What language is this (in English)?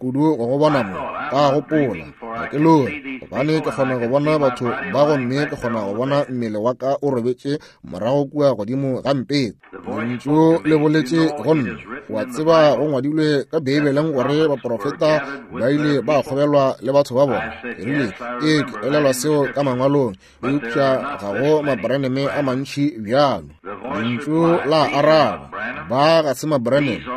Northern Sotho